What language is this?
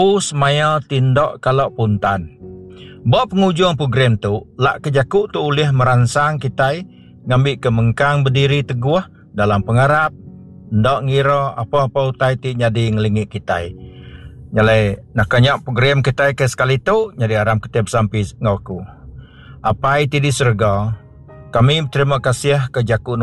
Iban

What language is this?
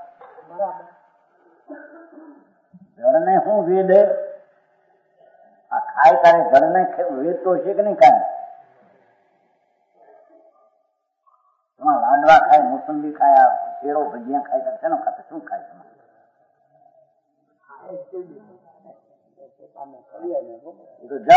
Gujarati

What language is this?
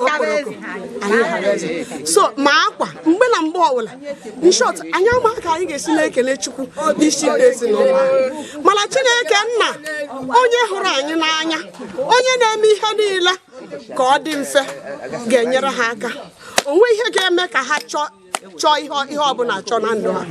Igbo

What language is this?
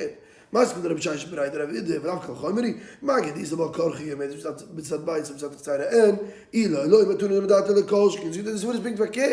Yiddish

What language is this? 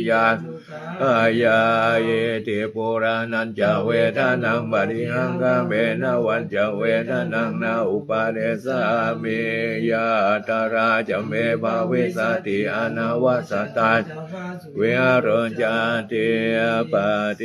Pali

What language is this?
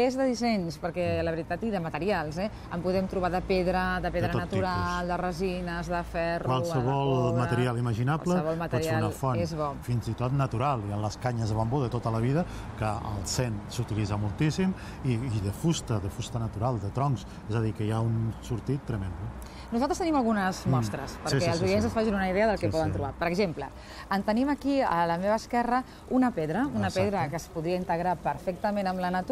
Catalan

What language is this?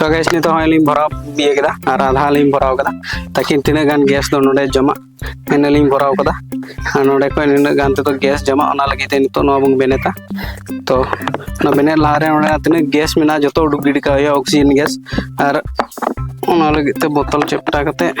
Santali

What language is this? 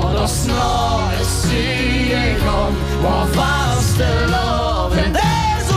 Limburgish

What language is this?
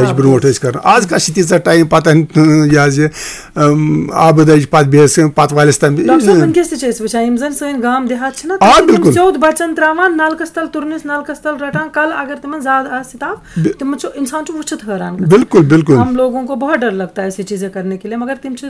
Kashmiri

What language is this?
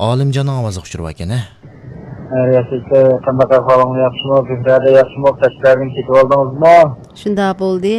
Uyghur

